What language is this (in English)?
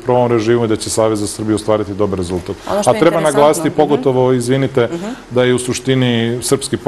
Serbian